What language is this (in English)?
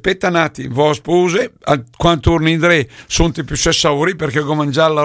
Lombard